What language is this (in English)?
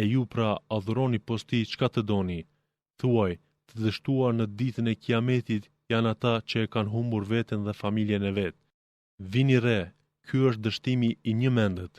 Albanian